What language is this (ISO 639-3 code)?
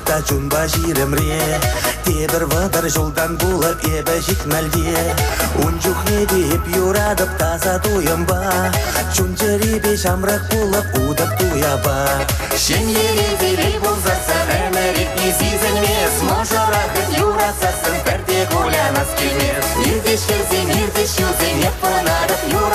chv